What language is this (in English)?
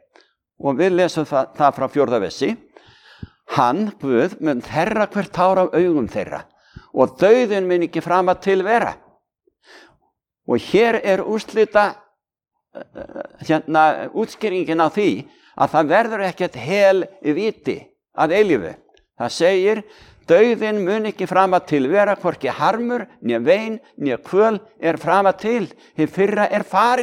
Icelandic